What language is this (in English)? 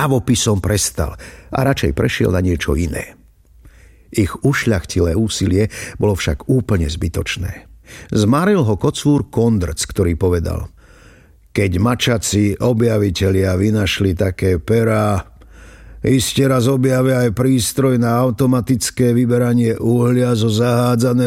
Slovak